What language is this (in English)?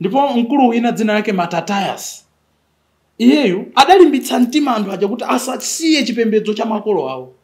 Nyanja